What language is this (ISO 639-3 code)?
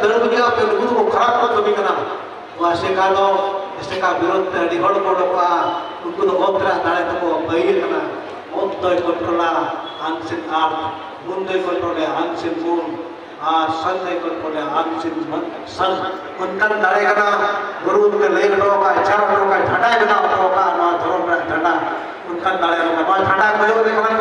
sat